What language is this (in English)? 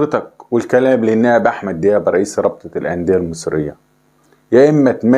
Egyptian Arabic